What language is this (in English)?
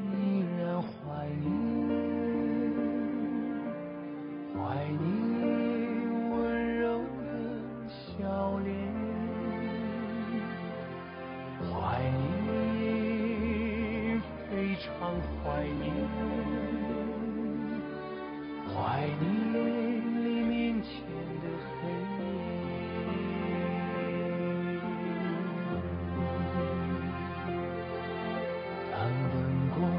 Chinese